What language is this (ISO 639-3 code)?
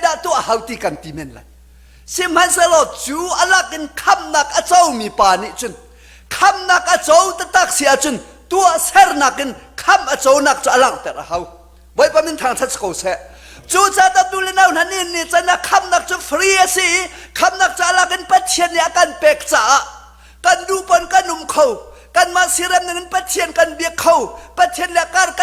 cnh